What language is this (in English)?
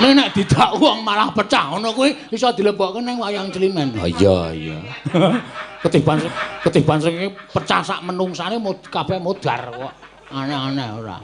Javanese